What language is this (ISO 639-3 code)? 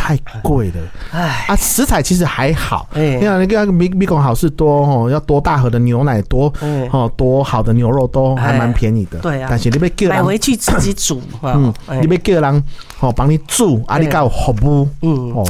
nan